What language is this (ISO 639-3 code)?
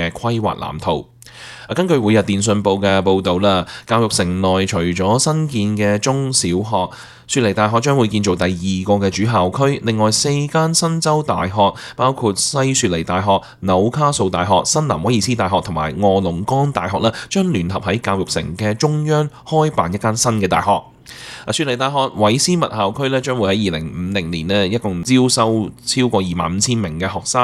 yue